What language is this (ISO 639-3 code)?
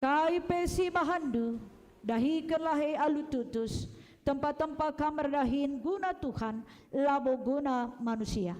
btx